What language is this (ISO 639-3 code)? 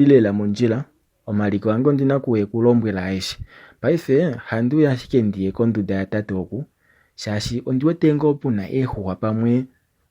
kua